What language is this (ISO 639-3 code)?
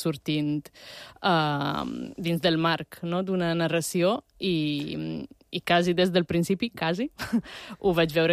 cat